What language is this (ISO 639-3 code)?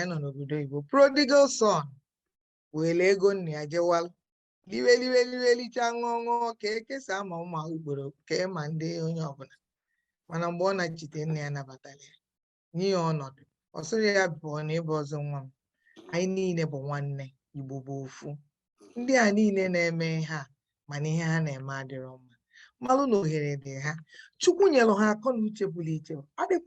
ibo